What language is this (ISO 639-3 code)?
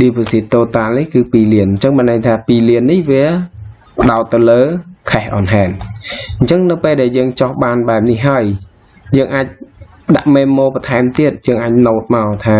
khm